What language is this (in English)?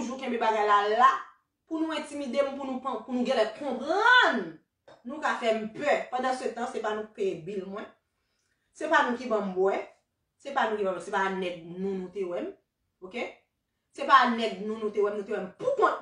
Haitian Creole